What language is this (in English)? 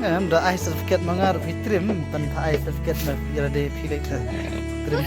Khasi